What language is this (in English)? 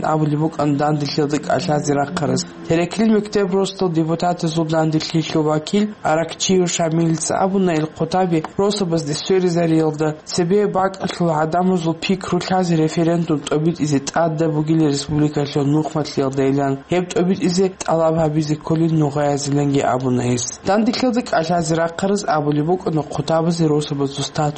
Avaric